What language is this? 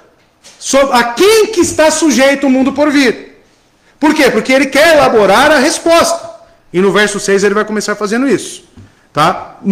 Portuguese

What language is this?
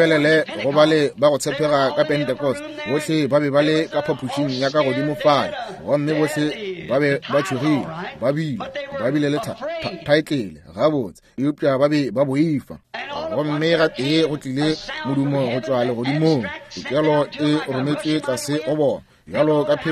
Northern Sotho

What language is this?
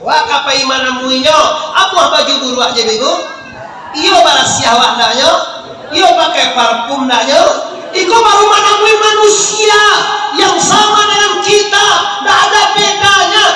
Minangkabau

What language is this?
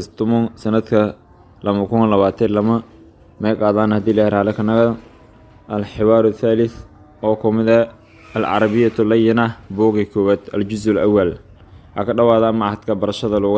Somali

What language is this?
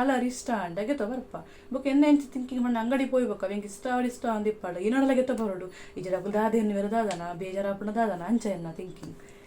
Tulu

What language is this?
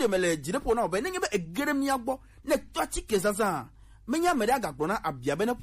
Gen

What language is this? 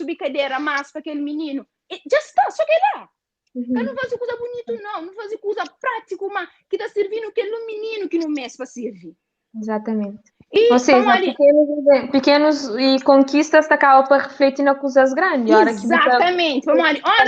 Kabuverdianu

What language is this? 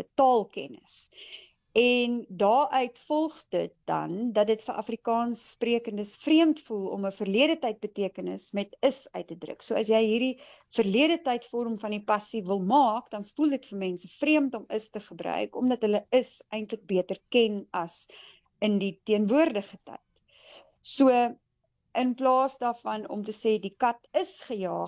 Afrikaans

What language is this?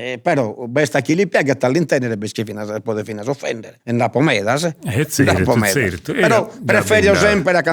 Sardinian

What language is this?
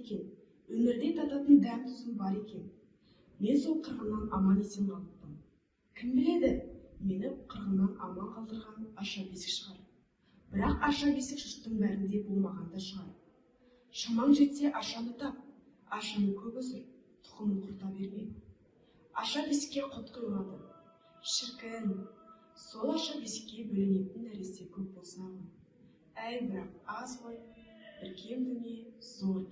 Kazakh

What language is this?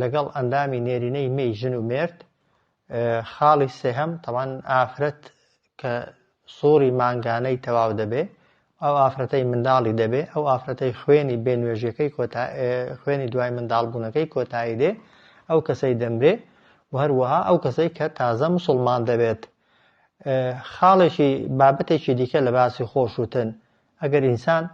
Central Kurdish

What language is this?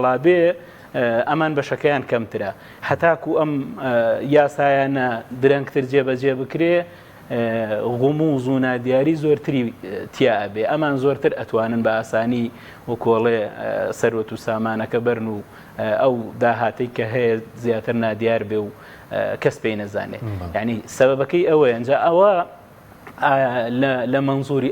Central Kurdish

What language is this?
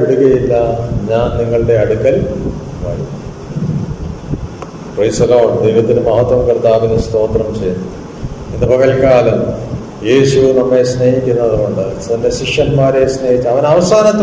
Malayalam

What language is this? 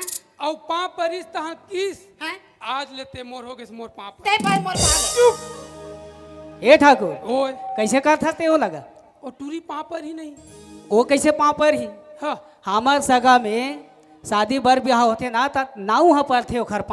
Chhattisgarhi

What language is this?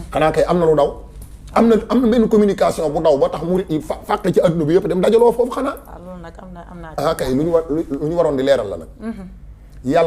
Wolof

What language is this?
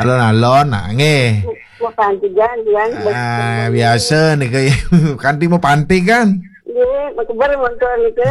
Balinese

